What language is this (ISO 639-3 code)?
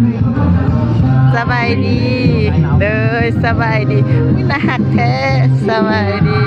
lao